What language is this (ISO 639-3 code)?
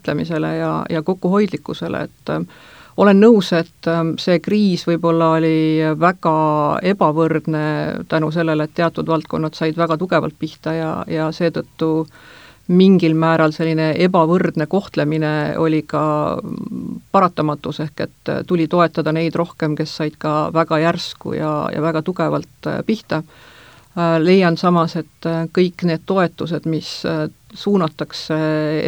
est